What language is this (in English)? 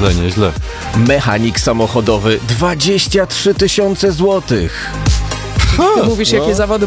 Polish